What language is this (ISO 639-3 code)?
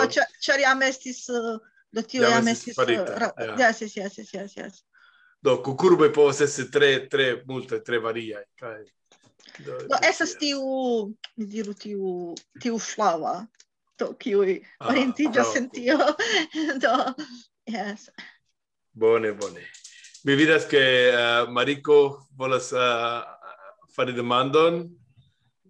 epo